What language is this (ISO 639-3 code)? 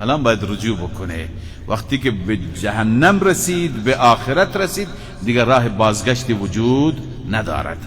fas